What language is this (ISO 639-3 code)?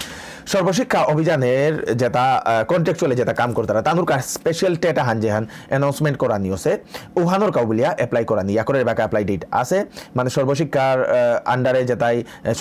bpy